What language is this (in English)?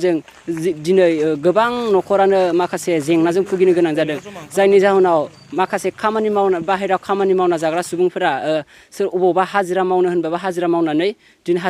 Bodo